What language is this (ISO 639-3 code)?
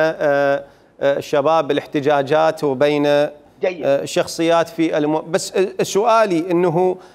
acm